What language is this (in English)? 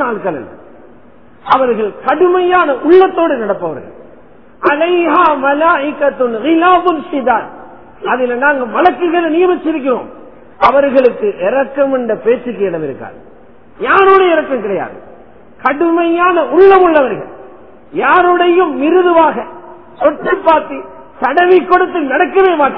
Tamil